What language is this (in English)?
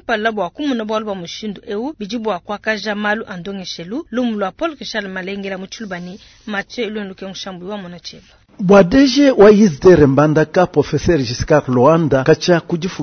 Luba-Lulua